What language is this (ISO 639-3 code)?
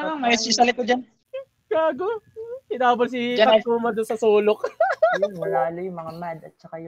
fil